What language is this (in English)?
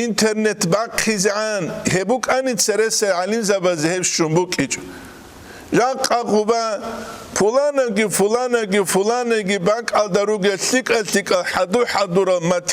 Avaric